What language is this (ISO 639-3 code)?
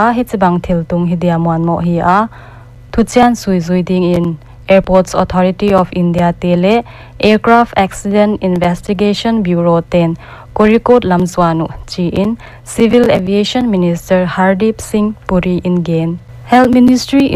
pck